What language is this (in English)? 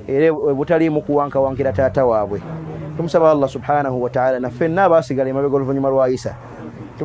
Ganda